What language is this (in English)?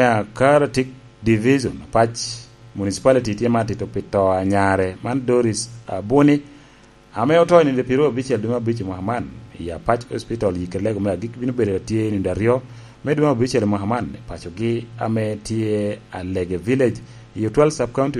Lango (Uganda)